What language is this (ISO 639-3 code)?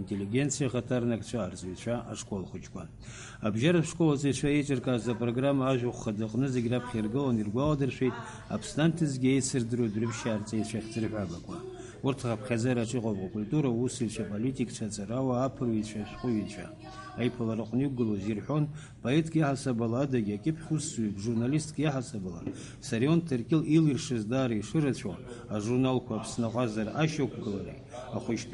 abk